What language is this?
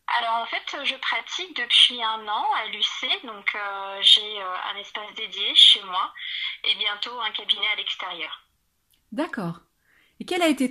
French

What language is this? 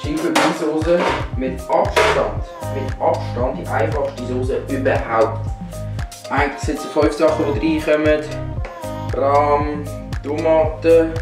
Swiss German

